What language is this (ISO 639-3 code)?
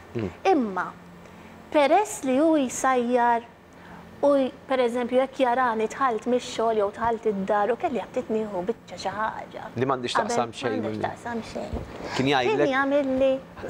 mlt